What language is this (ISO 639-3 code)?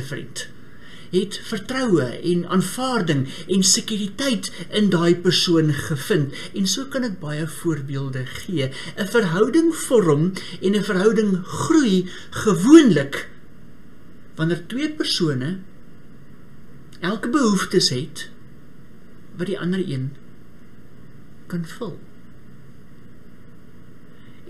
afr